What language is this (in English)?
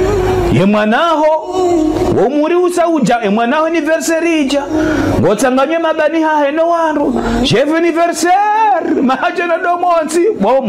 Ngazidja Comorian